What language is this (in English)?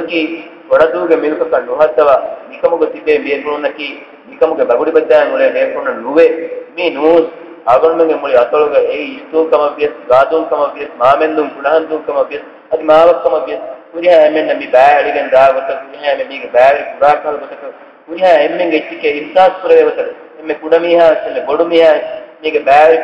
Divehi